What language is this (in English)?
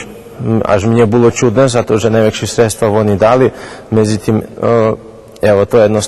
Rusyn